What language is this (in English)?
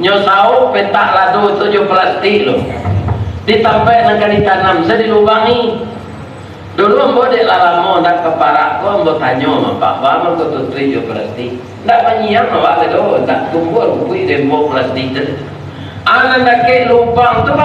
Minangkabau